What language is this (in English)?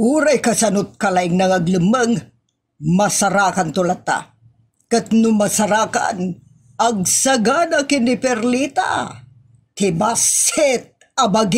Iloko